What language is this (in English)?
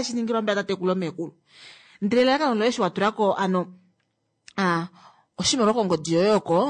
Kuanyama